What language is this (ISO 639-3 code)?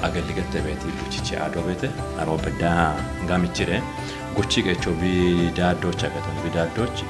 kbr